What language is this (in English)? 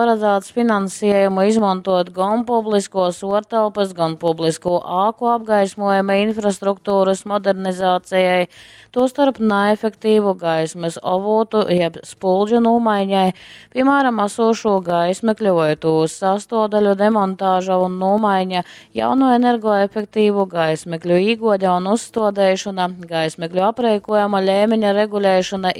Latgalian